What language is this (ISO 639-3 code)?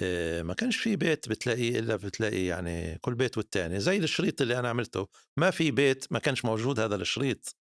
apc